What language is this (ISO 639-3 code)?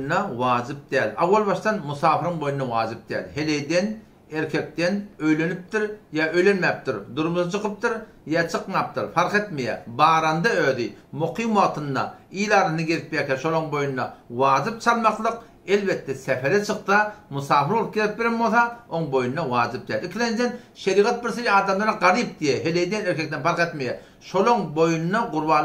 tuk